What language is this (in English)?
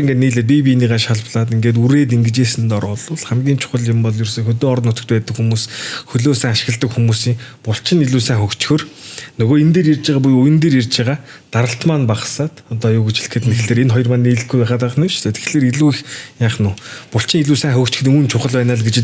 Mongolian